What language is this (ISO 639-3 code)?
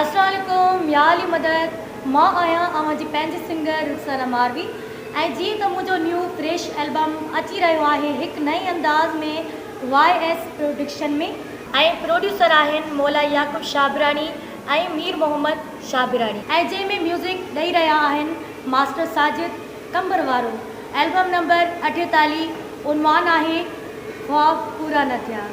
snd